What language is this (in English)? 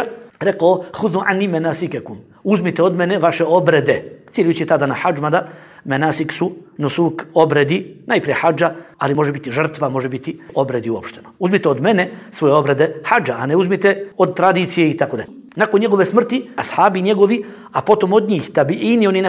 Bosnian